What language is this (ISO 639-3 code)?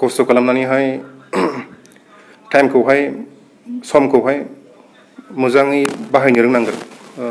brx